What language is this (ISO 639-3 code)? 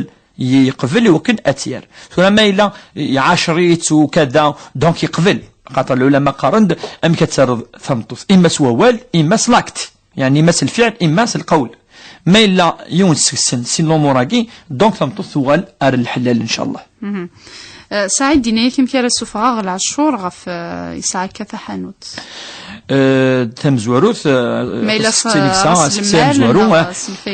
kab